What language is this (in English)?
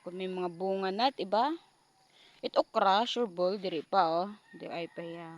Waray